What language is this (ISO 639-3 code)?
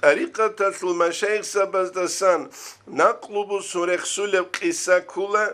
ava